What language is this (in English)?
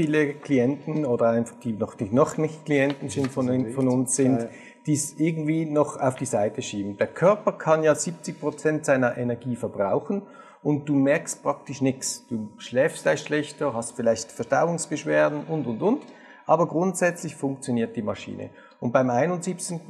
German